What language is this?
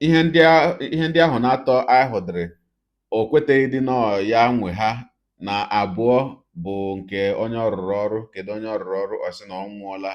Igbo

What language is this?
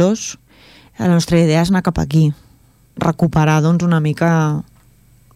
Catalan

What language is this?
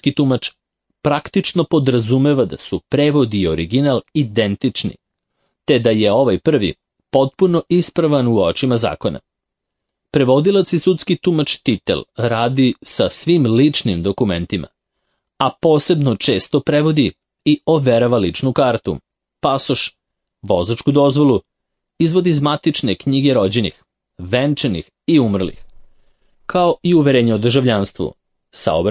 Serbian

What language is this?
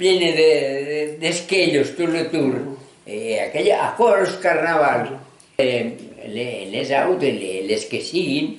Occitan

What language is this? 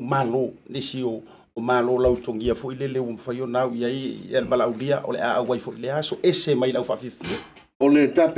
Samoan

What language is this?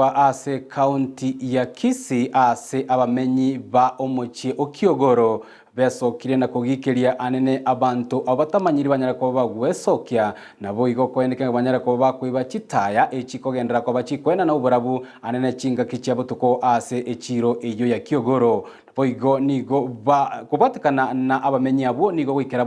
Gusii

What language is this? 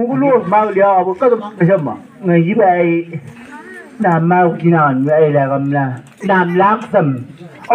Chang Naga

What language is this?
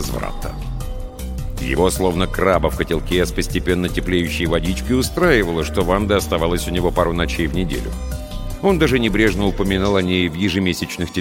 Russian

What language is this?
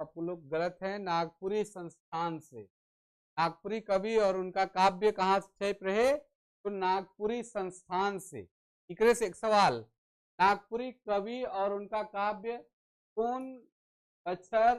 Sadri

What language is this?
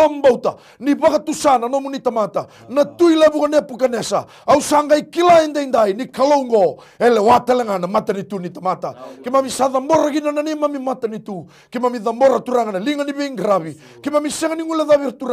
Fijian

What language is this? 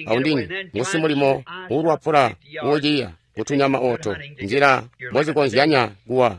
Tonga (Zambia)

